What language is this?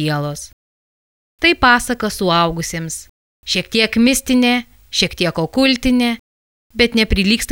Lithuanian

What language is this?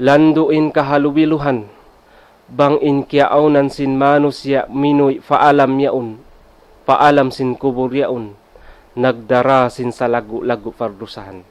Tausug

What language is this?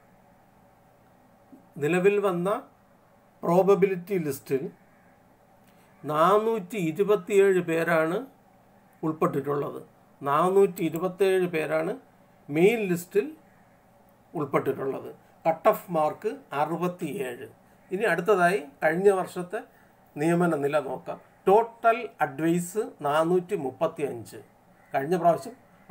Malayalam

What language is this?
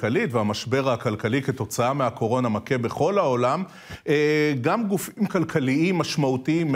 Hebrew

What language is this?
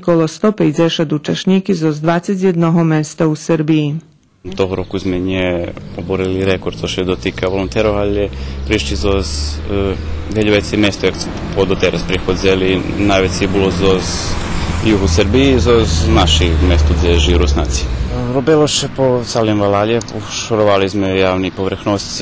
Rusyn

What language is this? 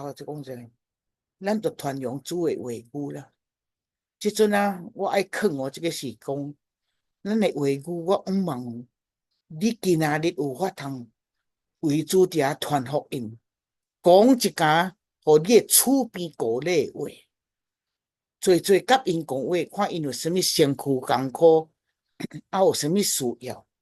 Min Nan Chinese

